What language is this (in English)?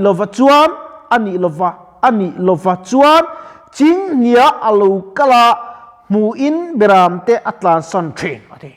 Mizo